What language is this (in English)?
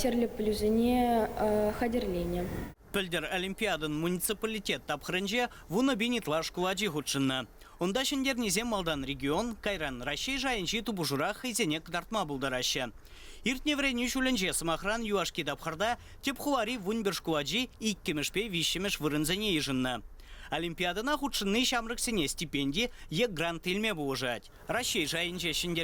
Chuvash